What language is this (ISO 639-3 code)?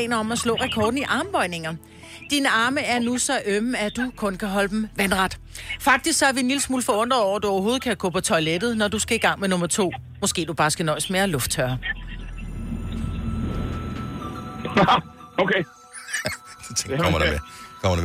dan